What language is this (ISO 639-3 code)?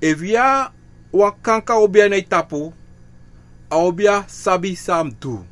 srn